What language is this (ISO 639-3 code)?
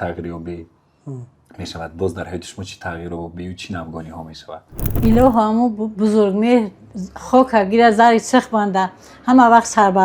tgk